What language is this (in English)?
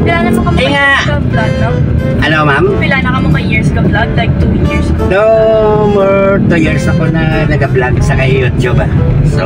Hiligaynon